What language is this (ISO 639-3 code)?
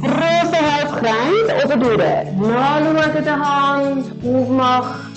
gsw